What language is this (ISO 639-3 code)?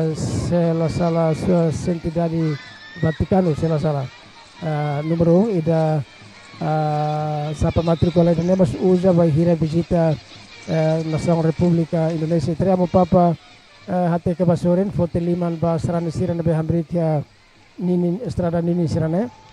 tet